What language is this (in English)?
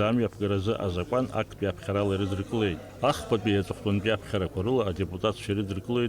Abkhazian